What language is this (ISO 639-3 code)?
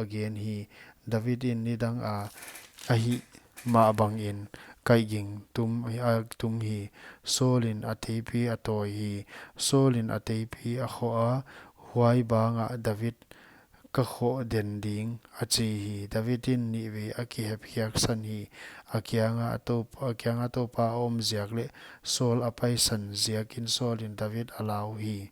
pck